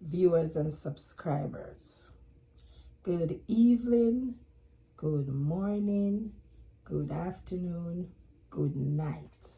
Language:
Jamaican Creole English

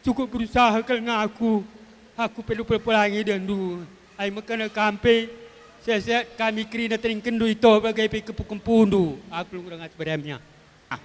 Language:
Batak Karo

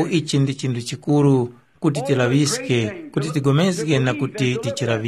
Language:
Tumbuka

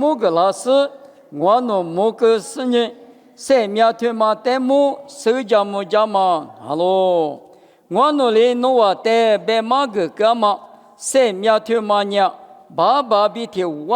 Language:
Lisu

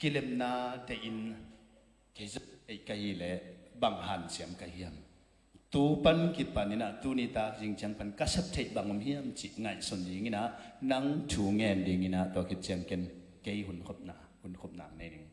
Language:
Tedim Chin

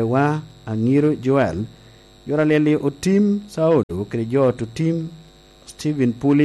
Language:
Lango (Uganda)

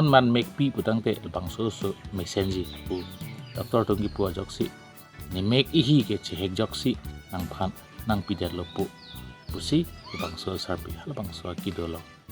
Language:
Karbi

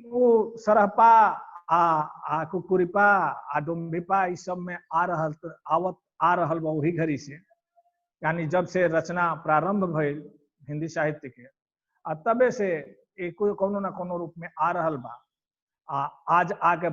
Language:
Bhojpuri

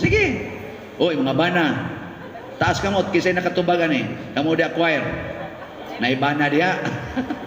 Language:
Cebuano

